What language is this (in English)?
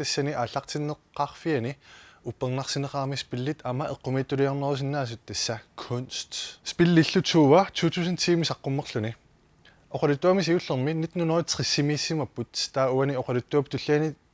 Kalaallisut